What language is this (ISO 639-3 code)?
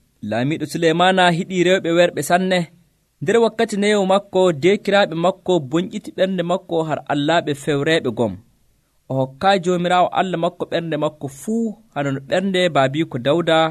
fuv